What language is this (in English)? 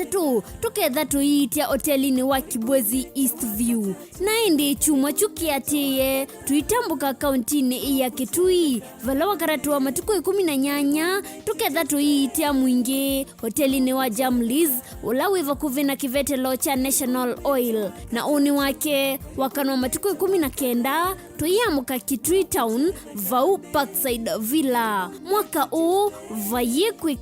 Kamba